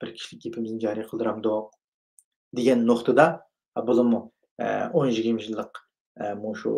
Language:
Uyghur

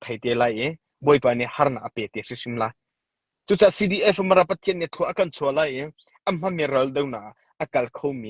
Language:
Hakha Chin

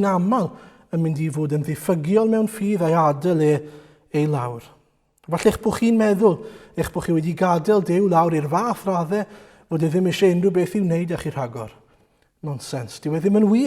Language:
Welsh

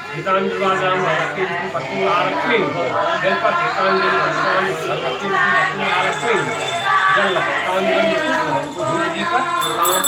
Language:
Maithili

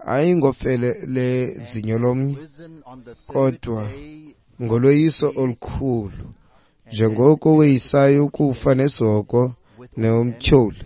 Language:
Xhosa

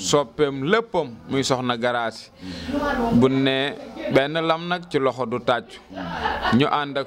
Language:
Wolof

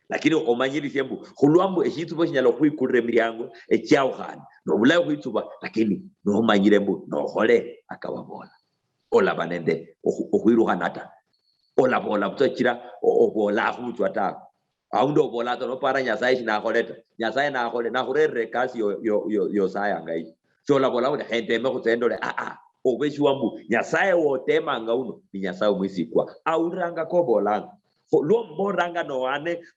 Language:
Luyia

